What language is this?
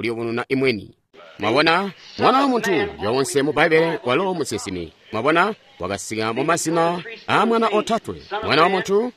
Tonga (Zambia)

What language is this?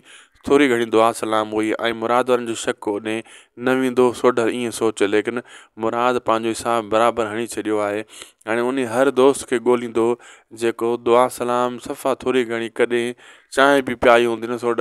Sindhi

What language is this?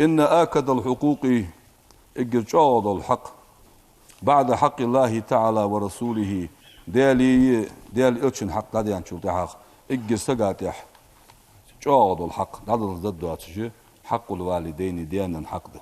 Ingush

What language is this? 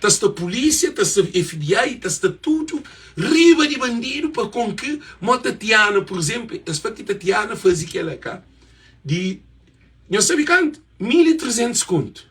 Kabuverdianu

